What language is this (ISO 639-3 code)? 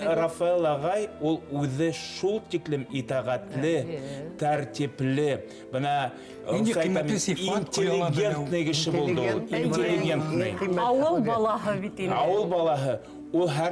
bak